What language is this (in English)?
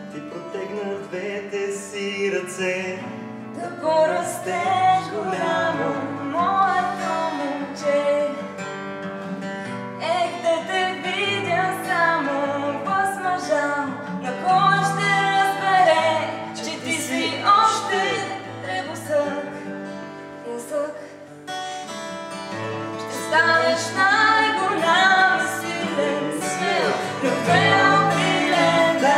Bulgarian